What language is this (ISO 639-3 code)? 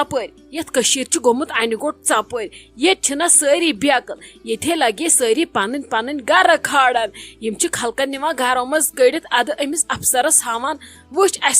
kas